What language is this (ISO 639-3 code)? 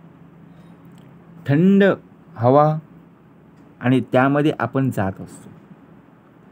mar